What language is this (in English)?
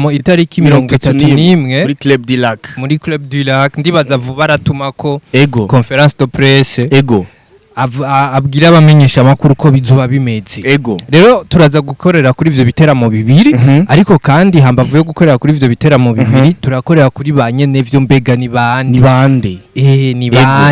Rundi